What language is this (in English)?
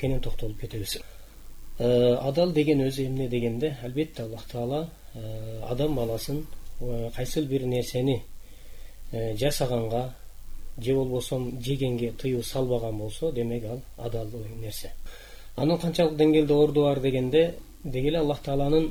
Kyrgyz